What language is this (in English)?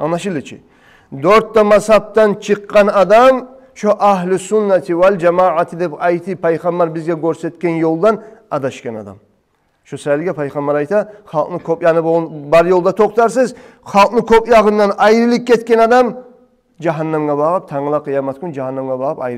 Kumyk